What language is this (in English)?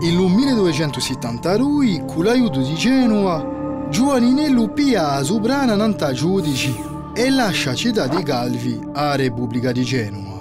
Corsican